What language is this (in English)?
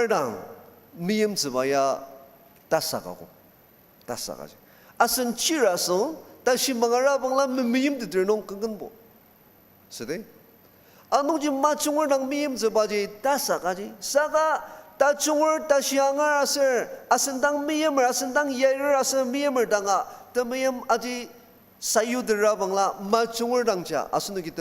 Ao Naga